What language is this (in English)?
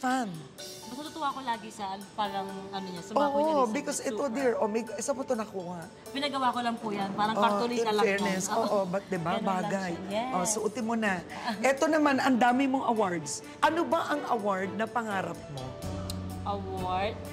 Filipino